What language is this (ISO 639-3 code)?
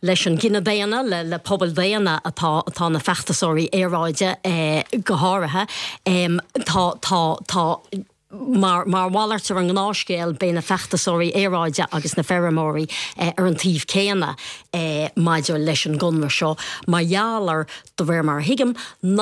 gle